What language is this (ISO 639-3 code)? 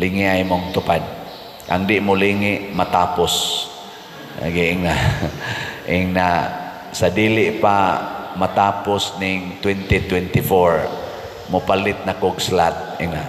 ceb